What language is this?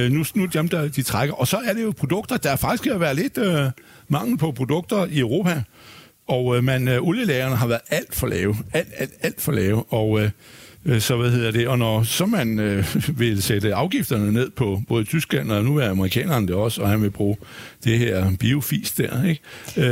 Danish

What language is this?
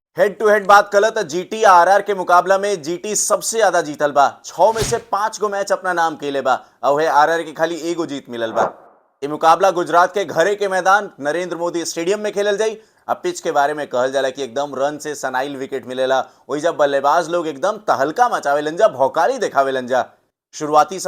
Bhojpuri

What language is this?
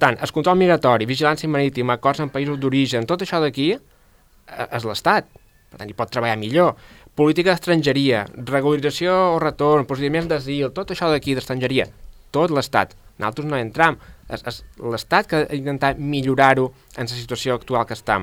Catalan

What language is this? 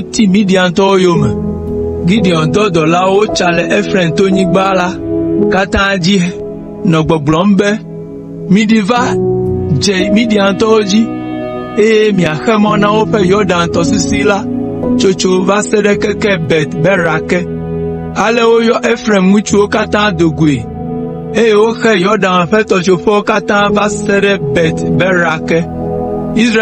Ewe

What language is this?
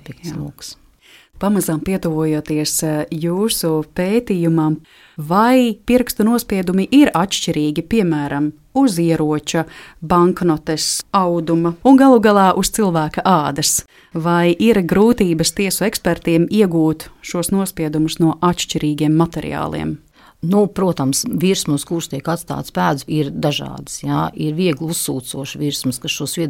Latvian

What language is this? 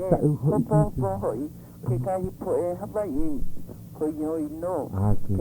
Hawaiian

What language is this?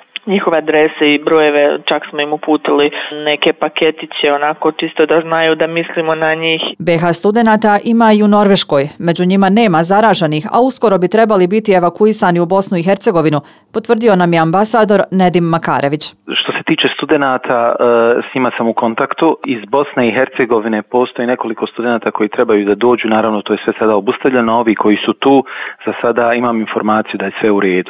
Bosnian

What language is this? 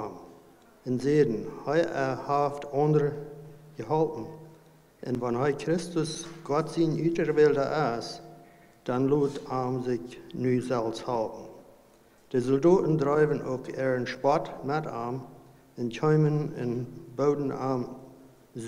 Plautdietsch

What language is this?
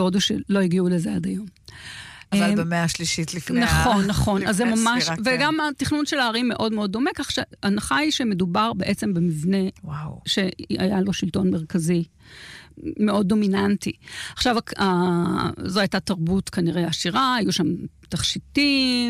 Hebrew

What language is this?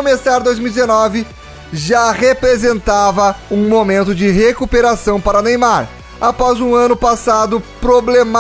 Portuguese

